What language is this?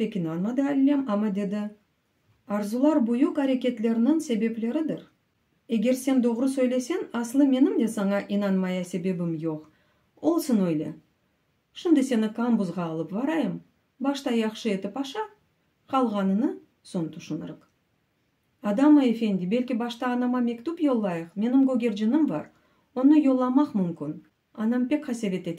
Crimean Tatar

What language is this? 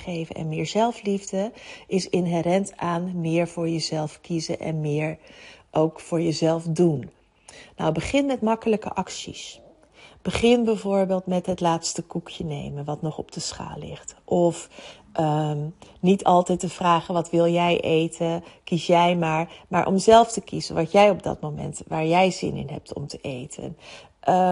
Dutch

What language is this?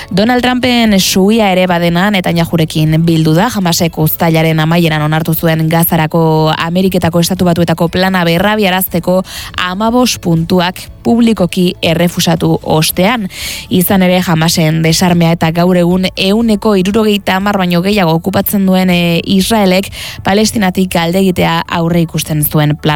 Basque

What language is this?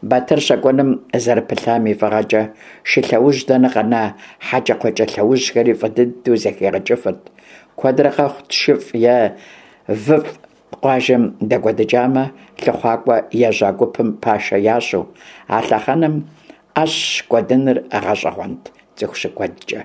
Kabardian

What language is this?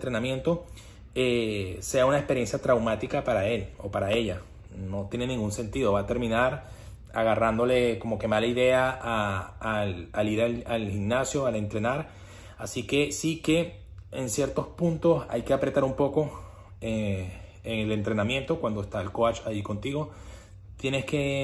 Spanish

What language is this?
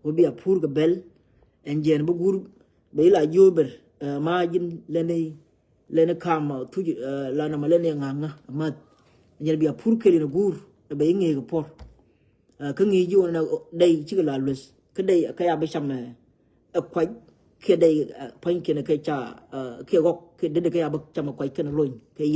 Nuer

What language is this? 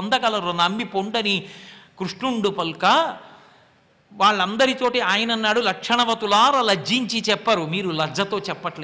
Telugu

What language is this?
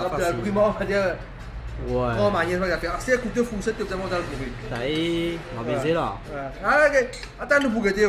Morisyen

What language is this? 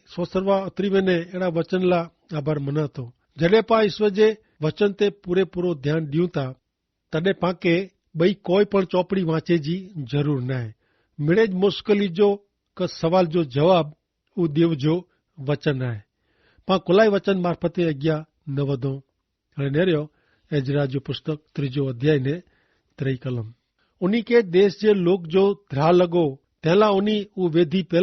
Kachhi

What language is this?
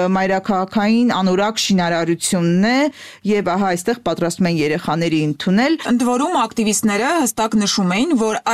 Armenian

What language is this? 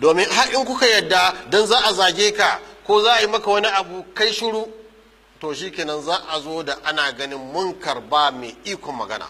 Hausa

